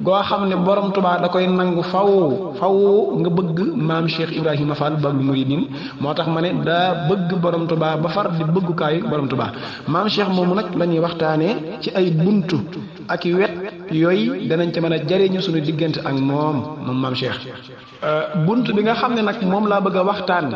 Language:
Wolof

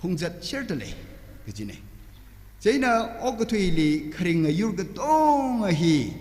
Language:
Tangkhul Naga (India)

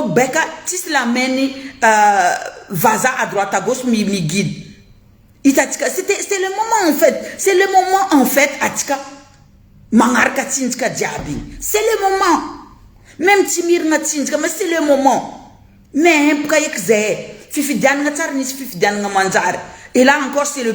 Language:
Malagasy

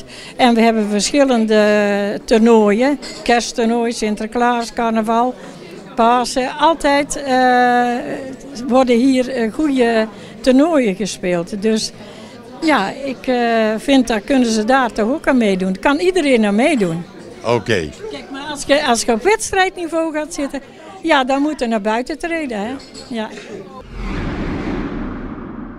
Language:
Dutch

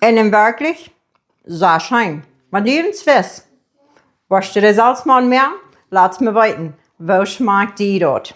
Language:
Plautdietsch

